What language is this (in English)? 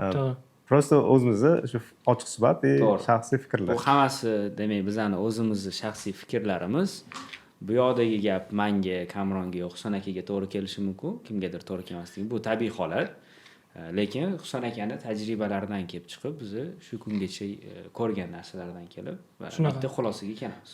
Uzbek